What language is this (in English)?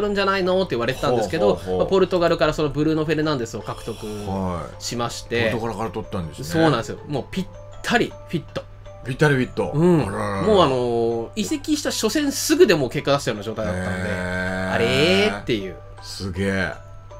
Japanese